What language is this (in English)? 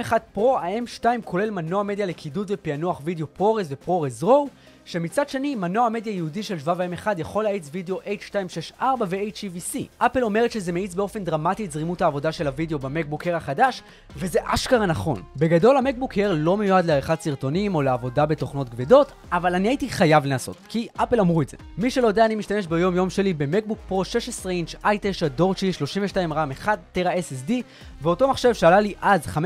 Hebrew